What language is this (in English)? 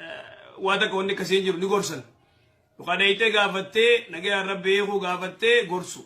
Oromo